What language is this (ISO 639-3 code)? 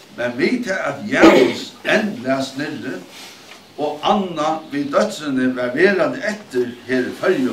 fao